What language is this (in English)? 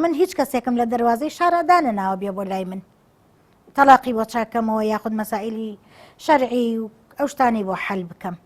Central Kurdish